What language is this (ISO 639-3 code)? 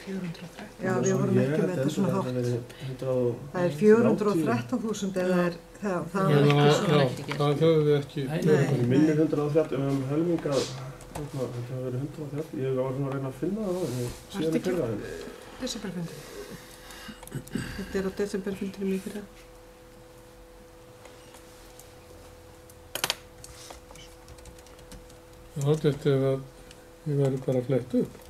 isl